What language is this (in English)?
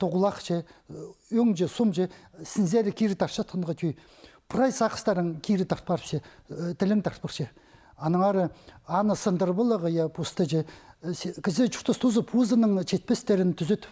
Khakas